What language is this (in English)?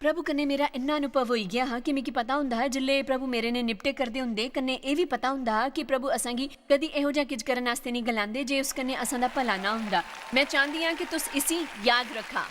Dogri